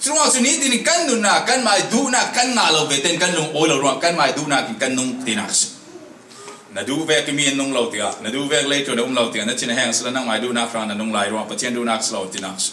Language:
Falam Chin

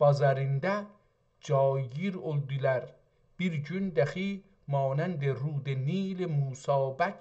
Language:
South Azerbaijani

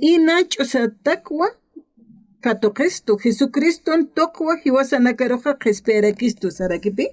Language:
Aymara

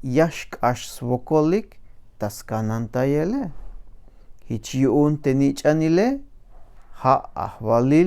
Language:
Tzeltal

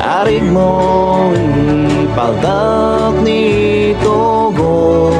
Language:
Iloko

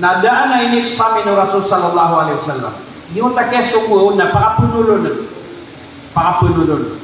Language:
Maranao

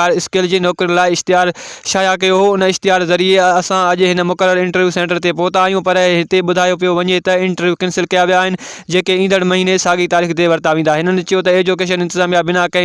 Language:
Sindhi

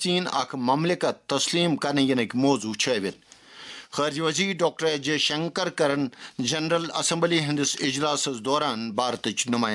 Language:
Kashmiri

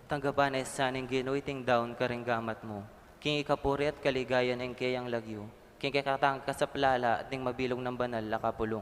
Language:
Pampanga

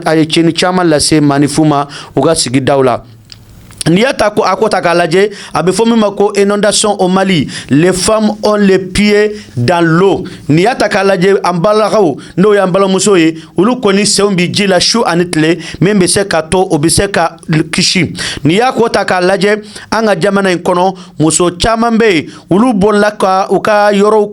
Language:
Bambara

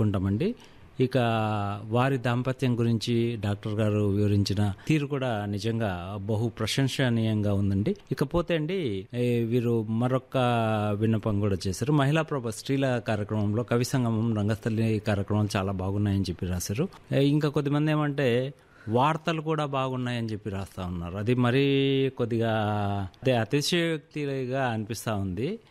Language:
Telugu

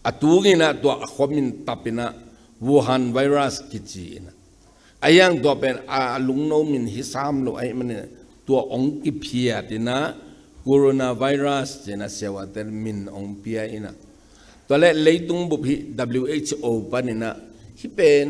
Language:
Tedim Chin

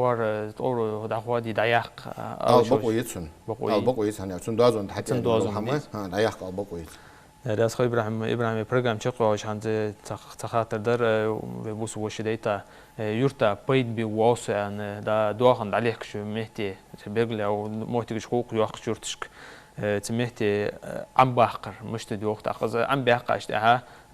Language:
Ingush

